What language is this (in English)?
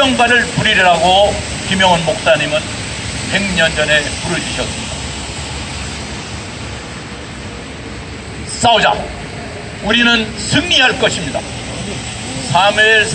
Korean